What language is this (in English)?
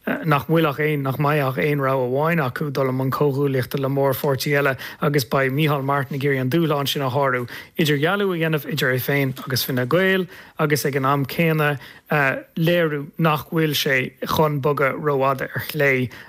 Irish